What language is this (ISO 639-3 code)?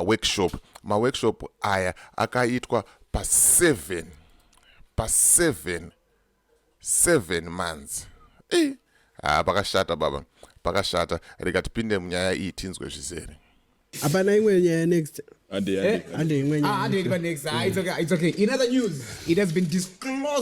sna